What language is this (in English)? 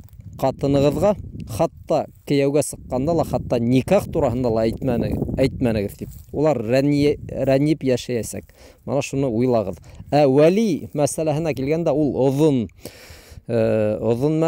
Bashkir